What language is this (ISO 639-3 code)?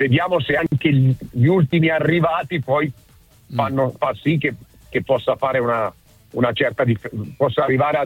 ita